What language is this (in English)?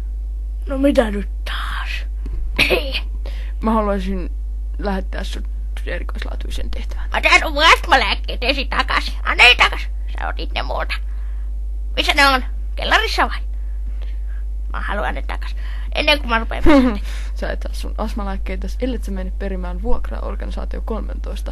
Finnish